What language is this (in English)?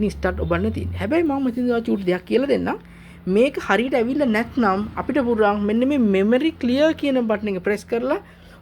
Sinhala